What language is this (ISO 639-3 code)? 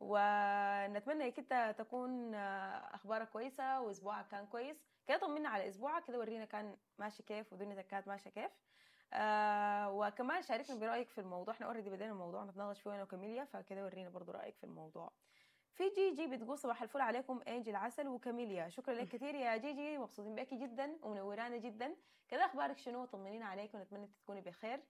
apd